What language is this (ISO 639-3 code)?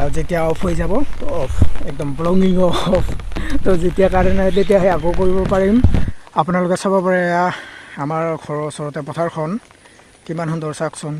asm